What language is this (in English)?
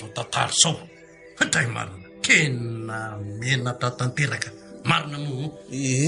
Malagasy